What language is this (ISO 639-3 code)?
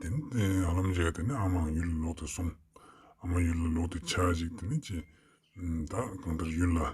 lbj